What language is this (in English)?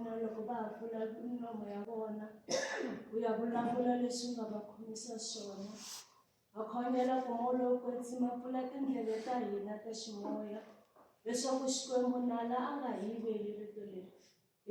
Tsonga